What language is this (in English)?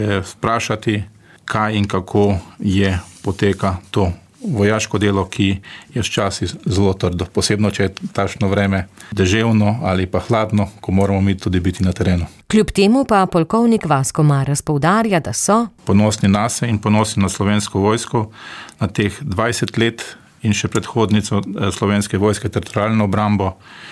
Slovenian